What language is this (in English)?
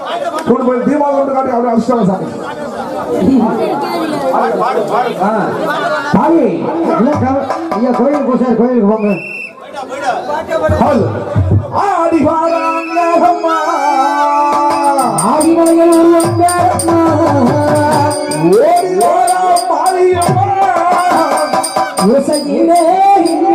Tamil